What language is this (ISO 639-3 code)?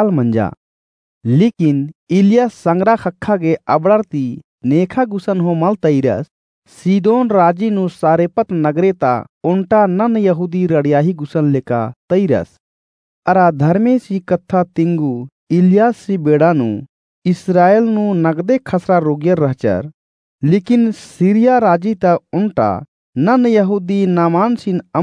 kru